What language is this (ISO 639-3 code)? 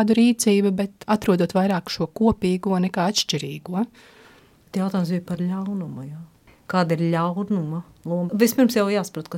lav